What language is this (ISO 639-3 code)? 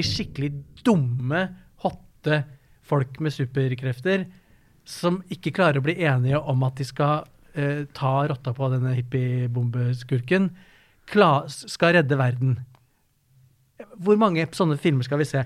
nor